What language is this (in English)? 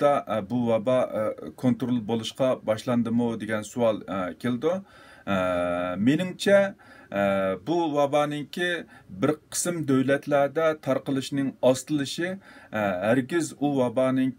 Uyghur